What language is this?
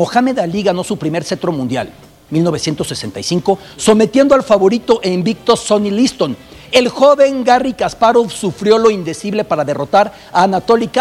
Spanish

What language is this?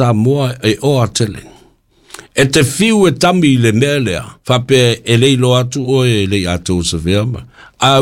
Samoan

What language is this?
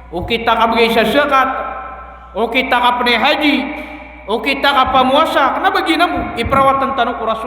Maranao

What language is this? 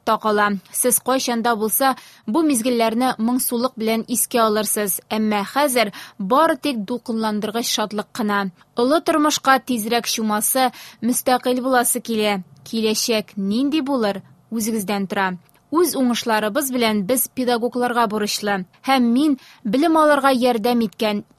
Tatar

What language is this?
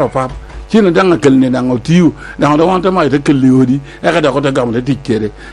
Lango (Uganda)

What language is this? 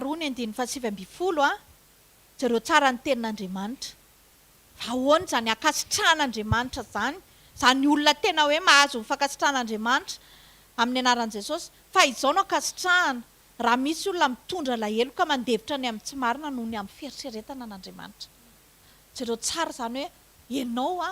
Malagasy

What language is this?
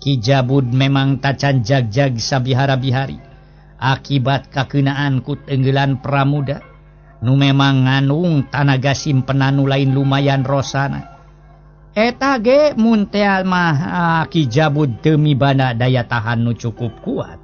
Sundanese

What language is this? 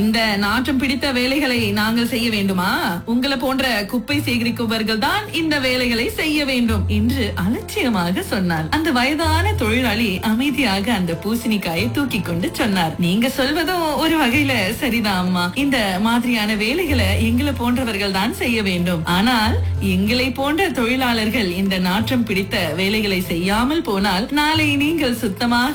Tamil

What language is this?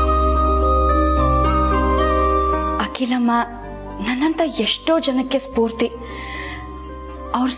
Kannada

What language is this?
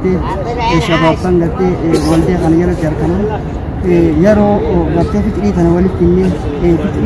Oromo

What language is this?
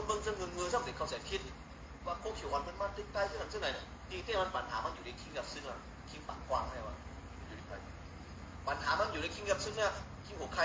Shan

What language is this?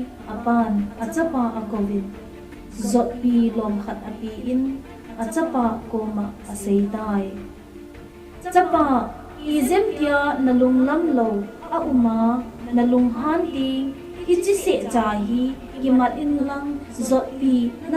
Thado Chin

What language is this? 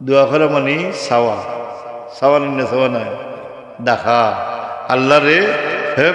Sylheti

